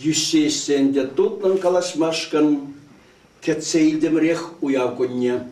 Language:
Chuvash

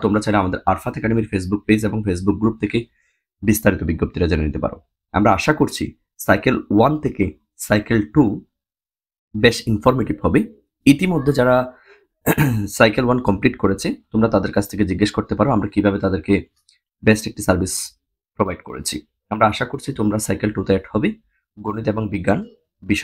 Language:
Bangla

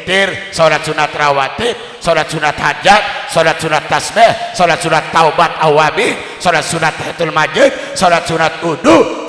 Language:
Sasak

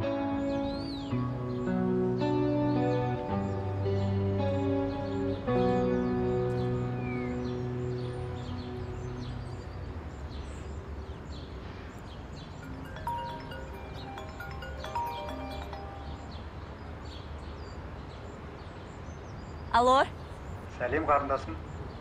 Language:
Kazakh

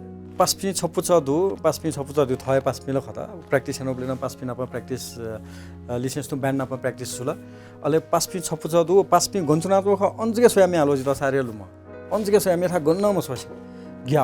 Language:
Newari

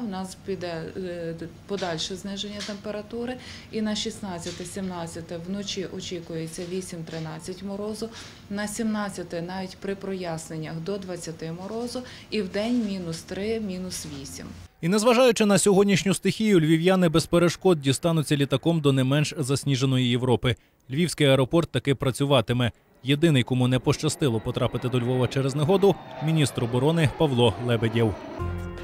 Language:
Ukrainian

